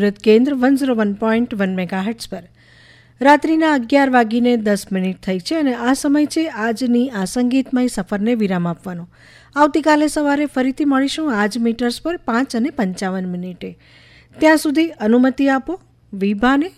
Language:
Gujarati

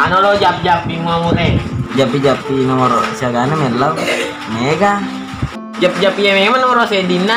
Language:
Buginese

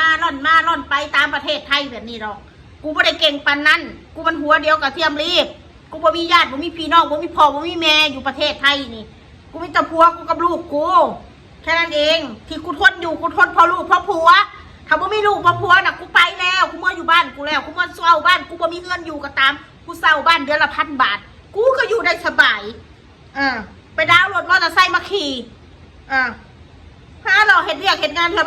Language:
Northeastern Thai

